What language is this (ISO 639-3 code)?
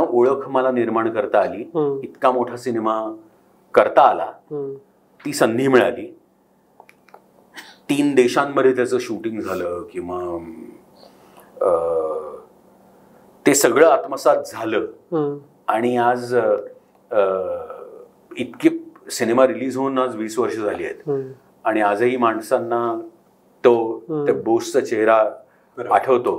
mar